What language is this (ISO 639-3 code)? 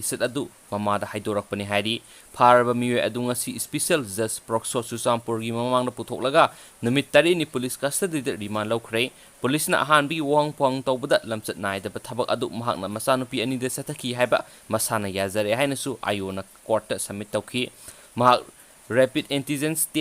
mni